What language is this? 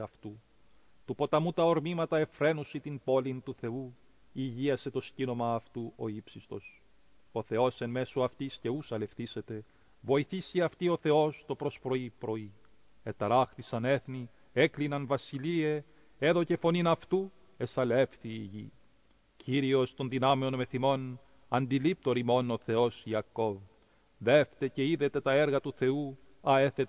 Greek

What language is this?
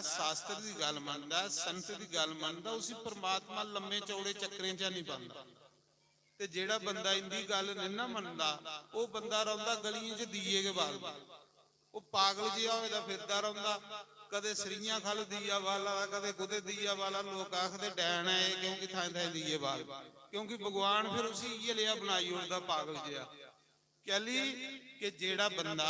Dogri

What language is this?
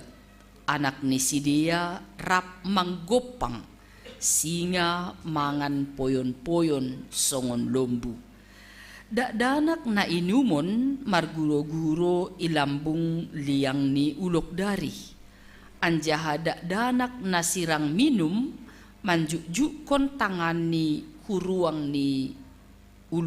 Batak Simalungun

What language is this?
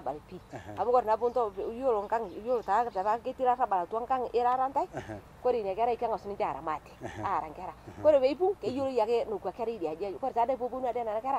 Masai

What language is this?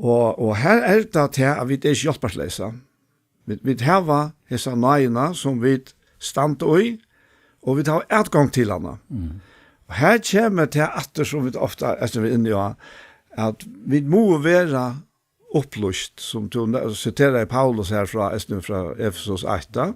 Faroese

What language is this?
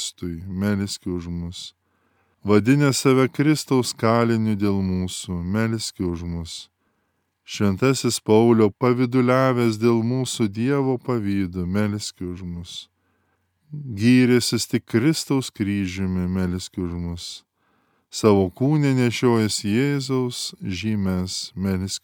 Lithuanian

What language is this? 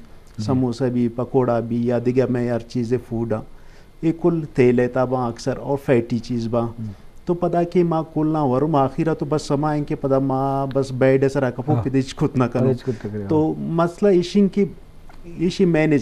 Eastern Balochi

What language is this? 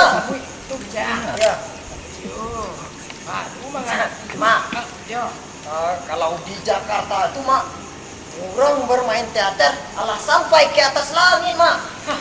Minangkabau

